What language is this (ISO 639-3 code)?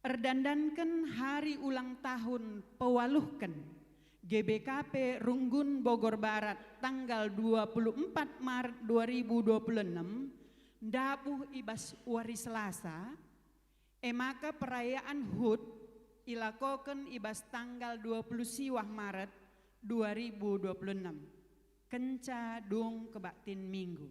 btx